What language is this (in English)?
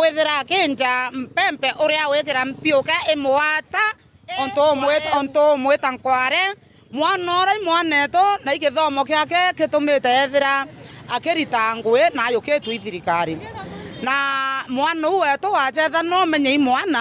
Meru